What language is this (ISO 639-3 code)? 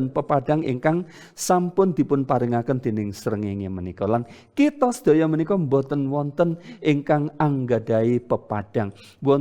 jav